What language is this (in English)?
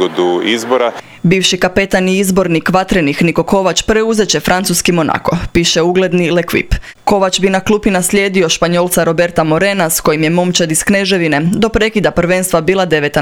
Croatian